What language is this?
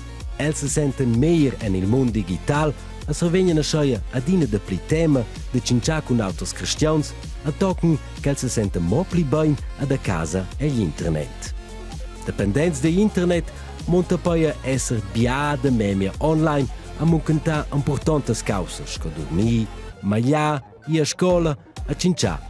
Romansh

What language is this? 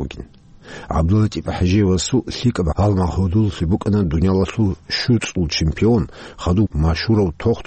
Avaric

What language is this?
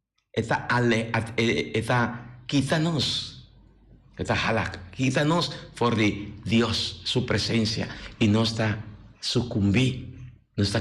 Papiamento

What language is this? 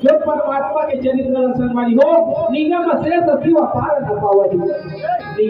Chhattisgarhi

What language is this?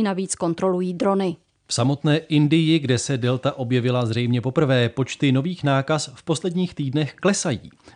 Czech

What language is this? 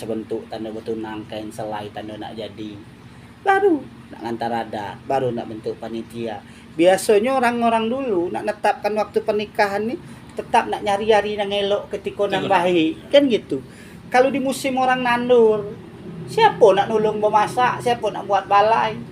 Minangkabau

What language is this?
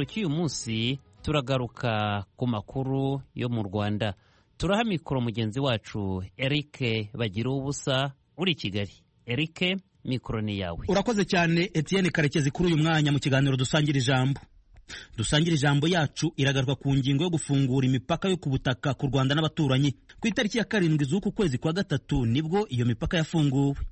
Kinyarwanda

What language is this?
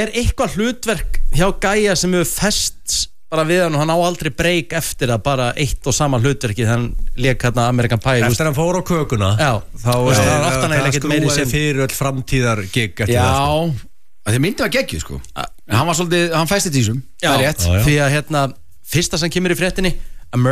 Icelandic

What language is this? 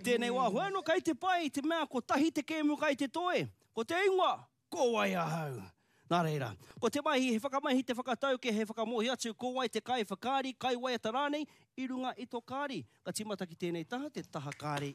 Māori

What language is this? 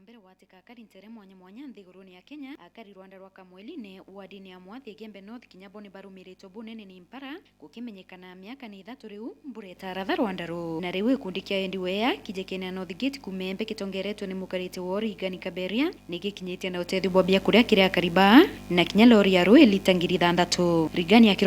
Meru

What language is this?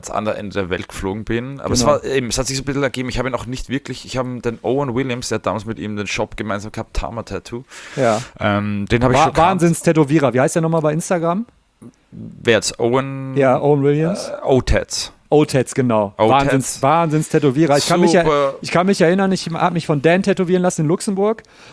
German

